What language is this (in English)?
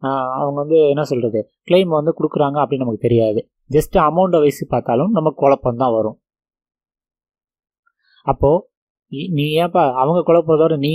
Tamil